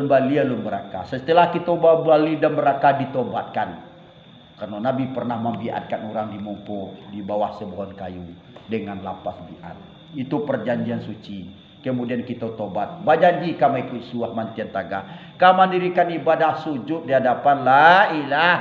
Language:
Minangkabau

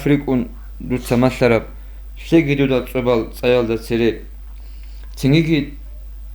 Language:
Avaric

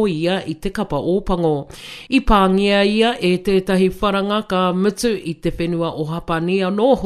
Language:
Māori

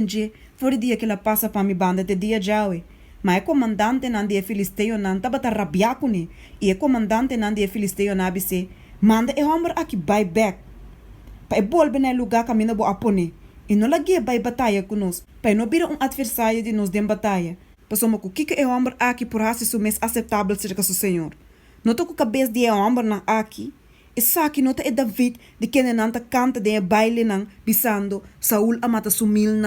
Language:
Papiamento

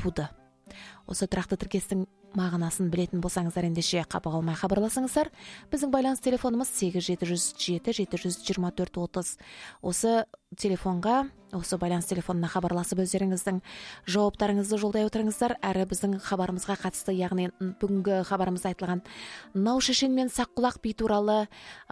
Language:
Kazakh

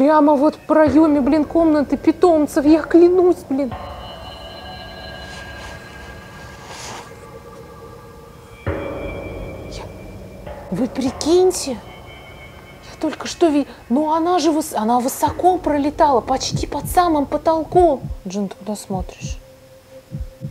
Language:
Russian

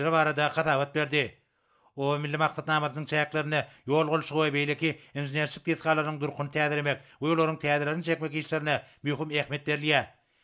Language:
Turkmen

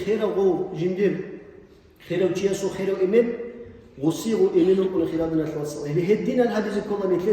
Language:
Avaric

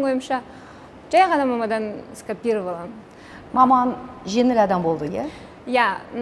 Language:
Kazakh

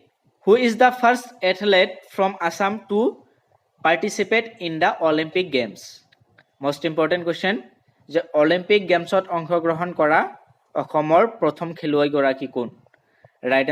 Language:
Assamese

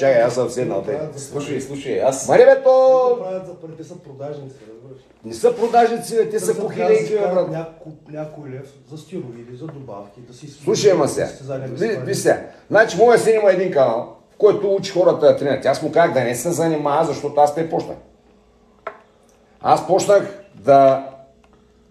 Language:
Bulgarian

